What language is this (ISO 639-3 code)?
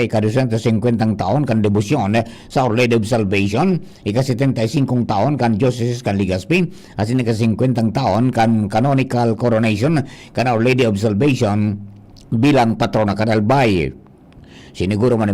bik